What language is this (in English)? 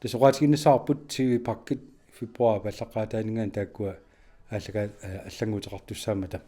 Kalaallisut